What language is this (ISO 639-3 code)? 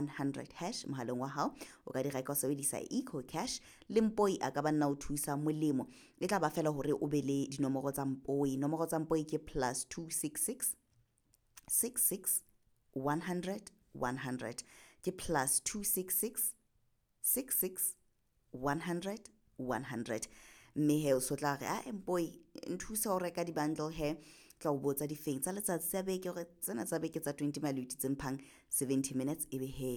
sot